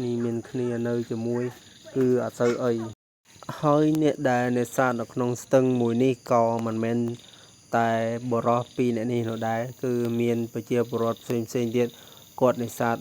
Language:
Khmer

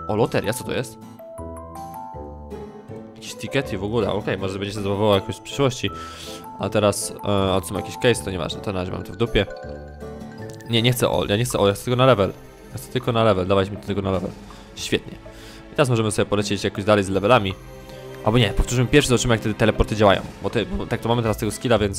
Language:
Polish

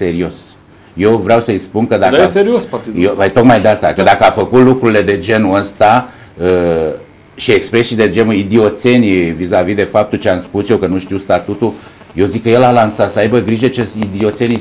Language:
Romanian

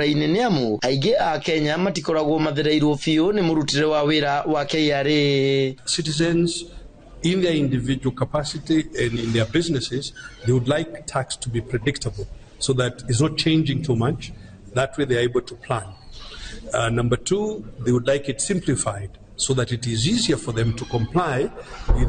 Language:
Kikuyu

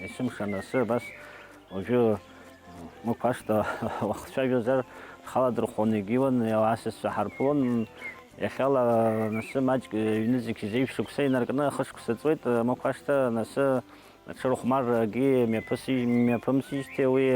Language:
Abkhazian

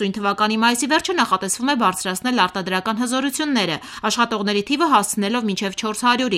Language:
Armenian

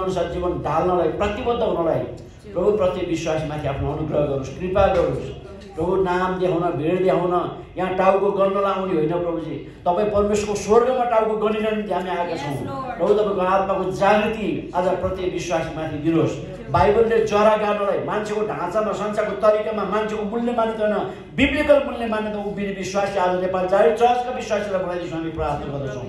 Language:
Nepali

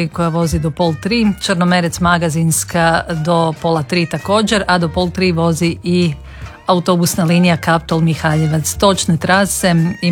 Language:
Croatian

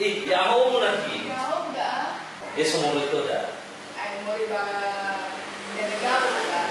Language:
Nias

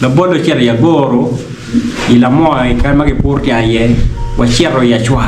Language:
Acoli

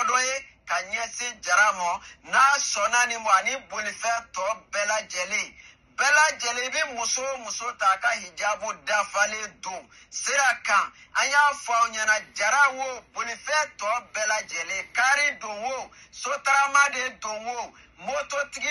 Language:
Bambara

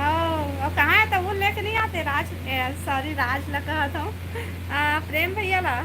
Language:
Chhattisgarhi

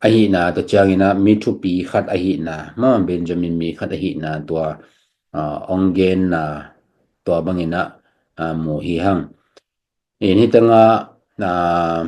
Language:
Tedim Chin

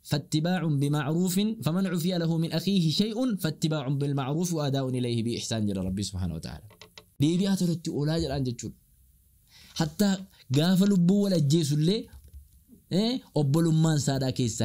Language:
Oromo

